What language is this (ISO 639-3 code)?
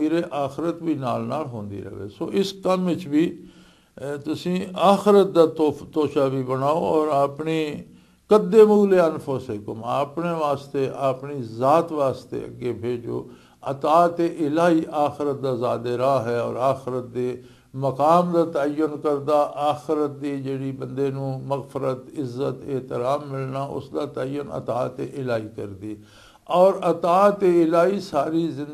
lah